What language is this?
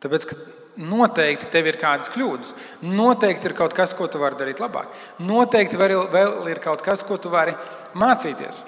Latvian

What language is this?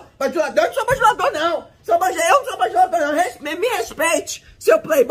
Portuguese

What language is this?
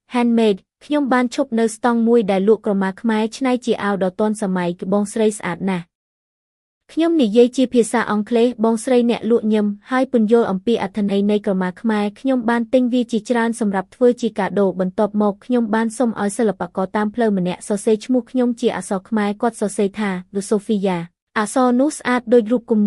Khmer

